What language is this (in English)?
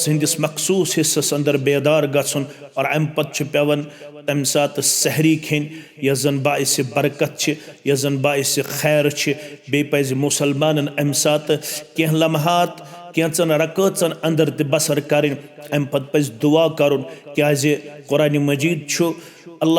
Kashmiri